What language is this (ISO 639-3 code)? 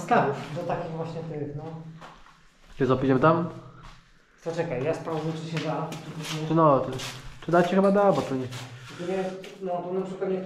pol